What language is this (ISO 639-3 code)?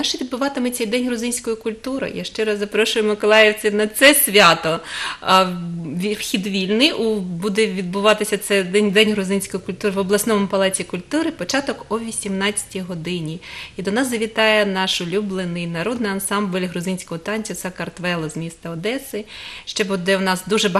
ukr